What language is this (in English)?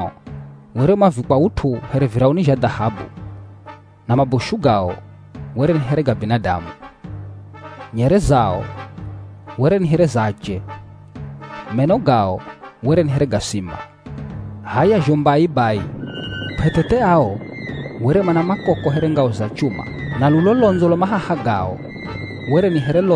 Swahili